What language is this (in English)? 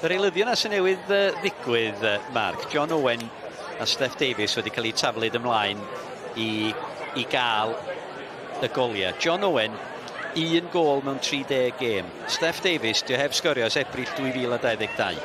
Welsh